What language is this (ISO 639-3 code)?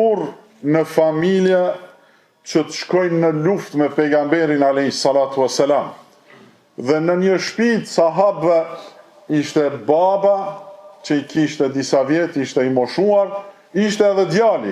sqi